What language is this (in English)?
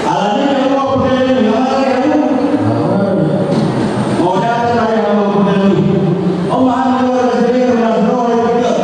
Batak Toba